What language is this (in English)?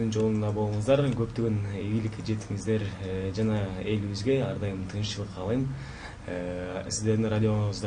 Kyrgyz